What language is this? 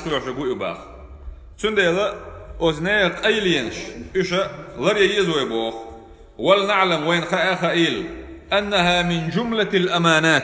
Chechen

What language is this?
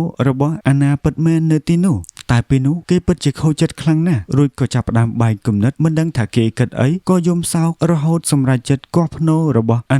Khmer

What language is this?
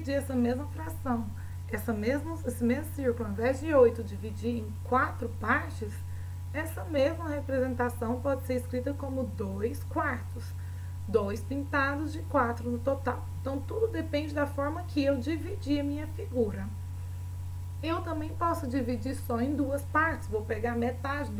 Portuguese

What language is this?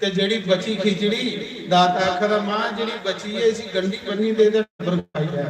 Dogri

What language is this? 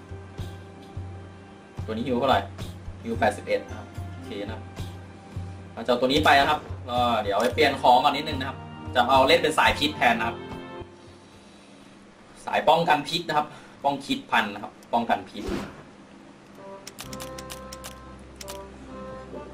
Thai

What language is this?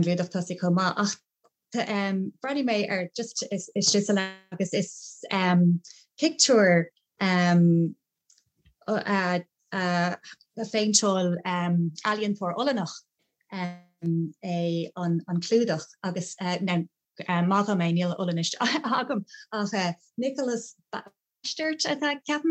Irish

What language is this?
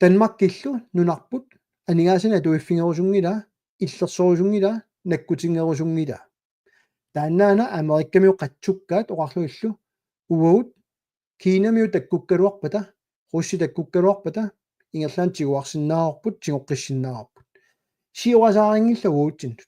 Kalaallisut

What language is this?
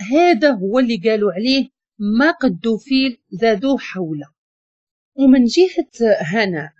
Moroccan Arabic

